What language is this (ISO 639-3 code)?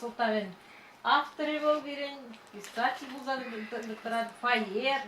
chv